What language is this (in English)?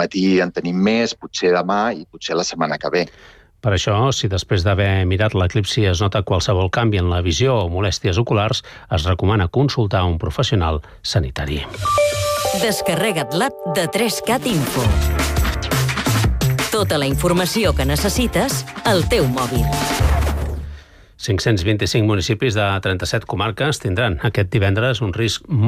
Catalan